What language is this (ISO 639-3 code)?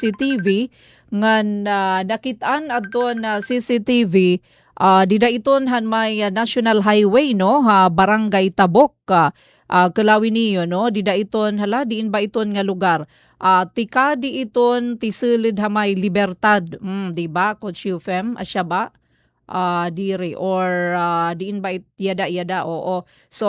war